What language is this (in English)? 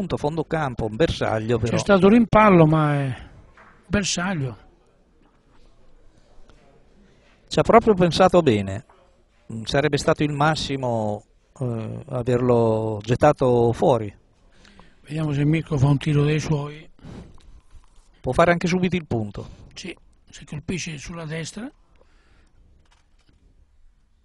Italian